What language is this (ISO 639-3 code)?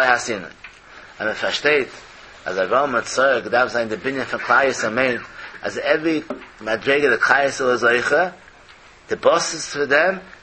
yid